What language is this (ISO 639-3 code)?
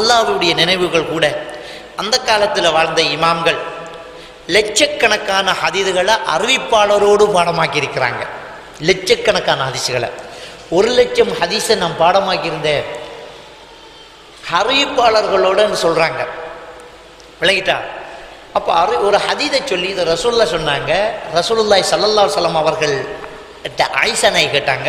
tam